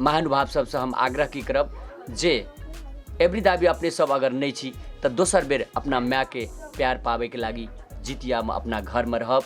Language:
Maithili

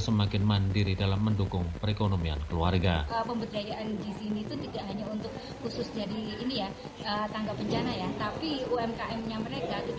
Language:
Indonesian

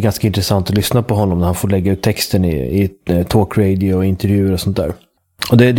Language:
Swedish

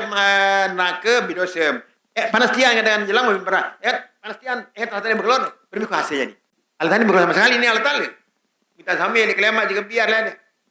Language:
Sasak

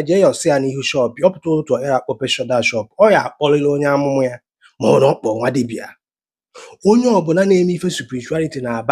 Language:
Igbo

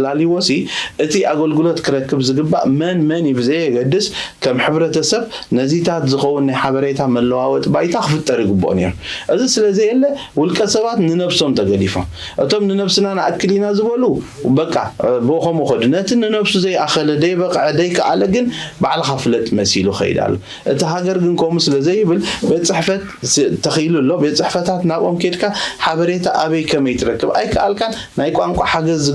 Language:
Tigrinya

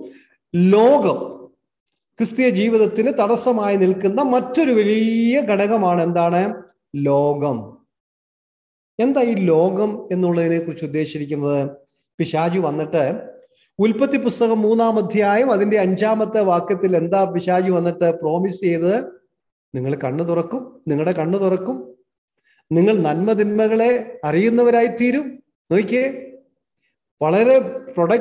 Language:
Malayalam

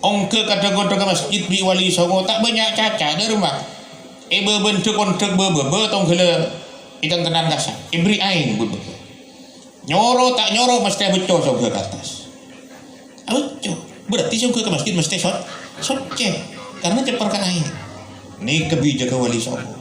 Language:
Madurese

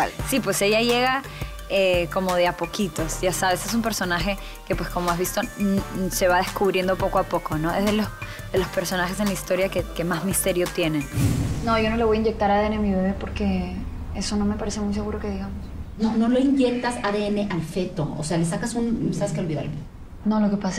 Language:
Spanish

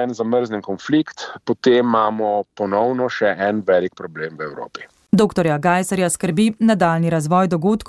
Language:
Slovenian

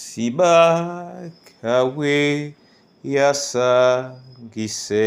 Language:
Duala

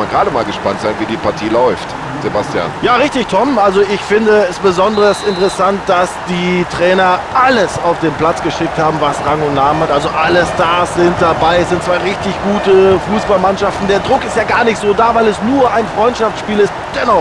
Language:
Bavarian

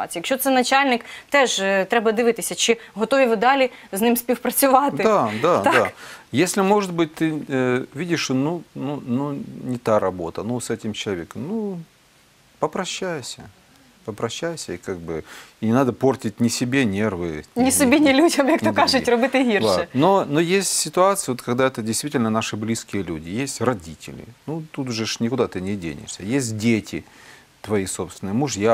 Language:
Russian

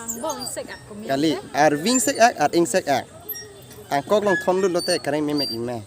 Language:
Karbi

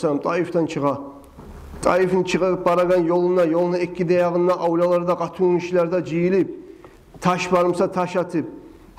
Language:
Kumyk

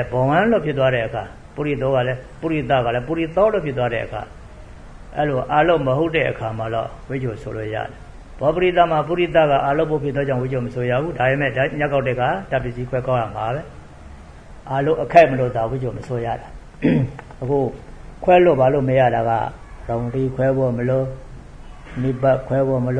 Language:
Burmese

